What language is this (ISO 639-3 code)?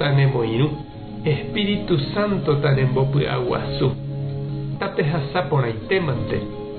grn